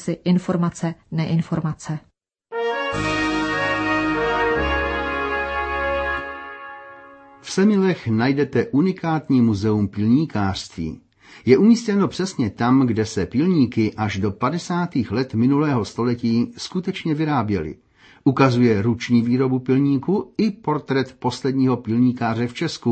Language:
Czech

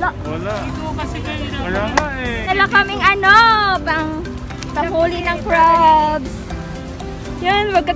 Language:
Filipino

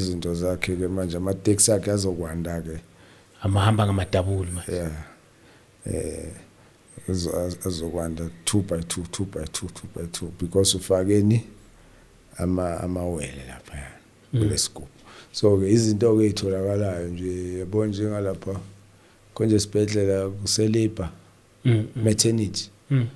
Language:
Zulu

